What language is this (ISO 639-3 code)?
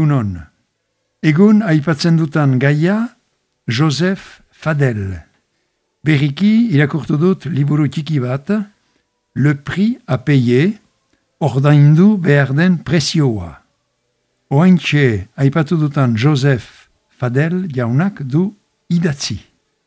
eus